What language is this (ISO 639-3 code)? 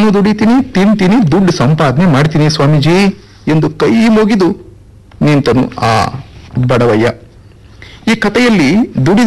kan